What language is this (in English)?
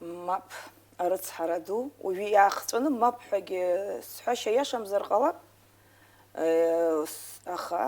Abkhazian